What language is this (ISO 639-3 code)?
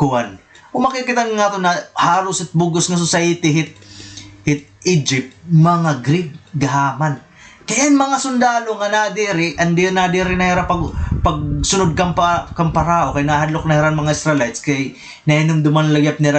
war